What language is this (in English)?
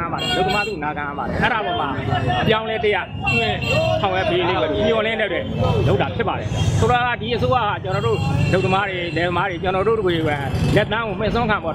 Burmese